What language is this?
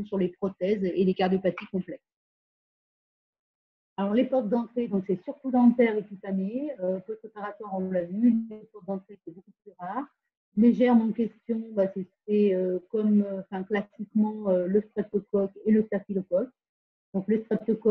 French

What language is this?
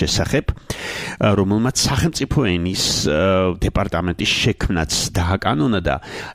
Georgian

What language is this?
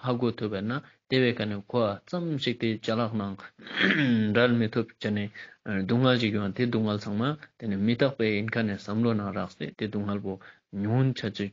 Ladakhi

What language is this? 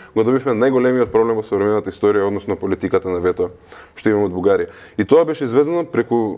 Macedonian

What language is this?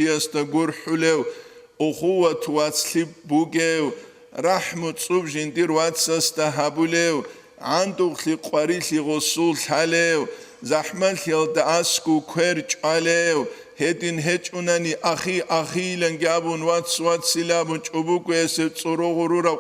Avaric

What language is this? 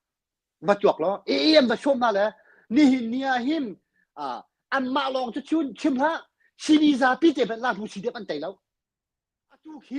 Hakha Chin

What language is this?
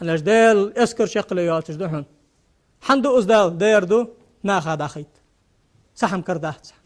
Ingush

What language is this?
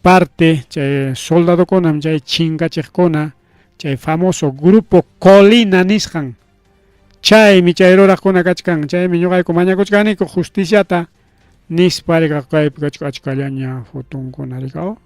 Ayacucho Quechua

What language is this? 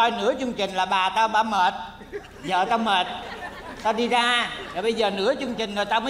Vietnamese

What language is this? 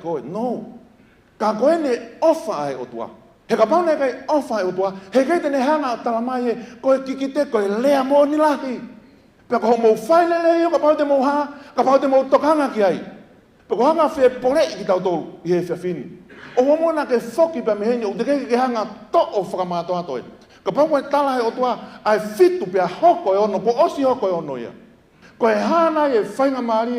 Tongan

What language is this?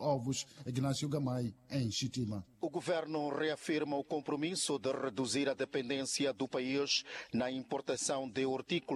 Portuguese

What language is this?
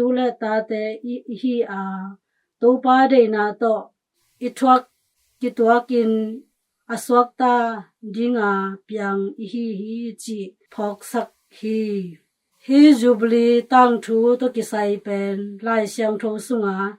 Tedim Chin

